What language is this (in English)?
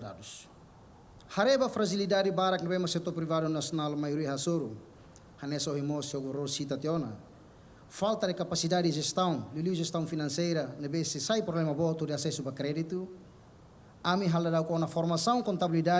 Tetum